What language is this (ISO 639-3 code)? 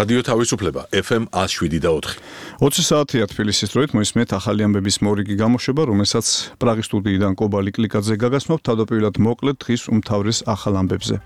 kat